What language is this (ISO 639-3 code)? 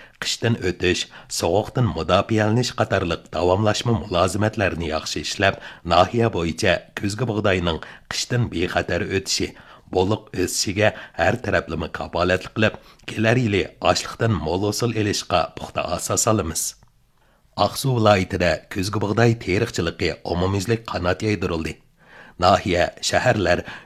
uig